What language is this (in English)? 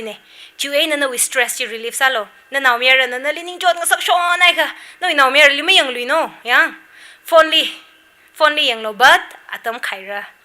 Tangkhul Naga (India)